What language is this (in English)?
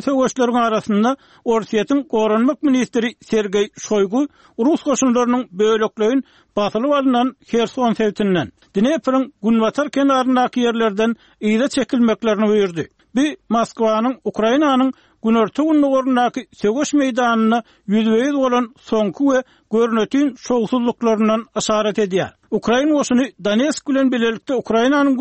Turkmen